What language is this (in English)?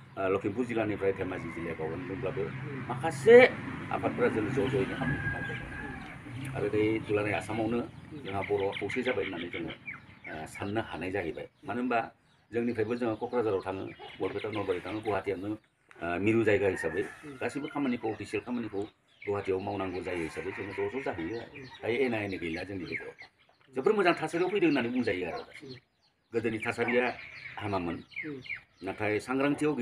Bodo